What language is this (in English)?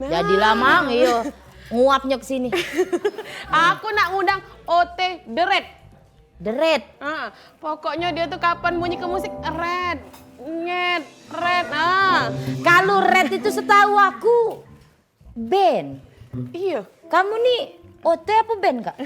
Musi